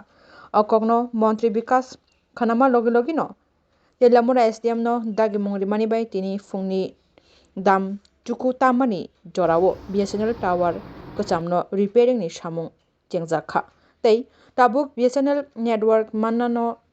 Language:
Kok Borok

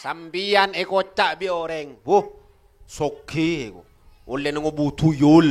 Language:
Madurese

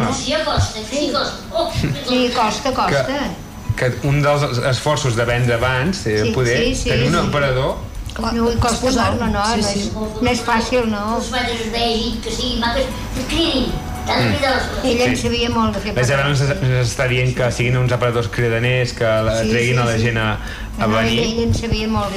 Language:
Catalan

